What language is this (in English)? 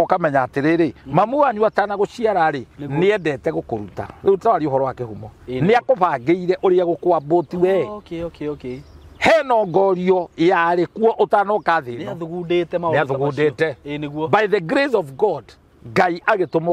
Kikuyu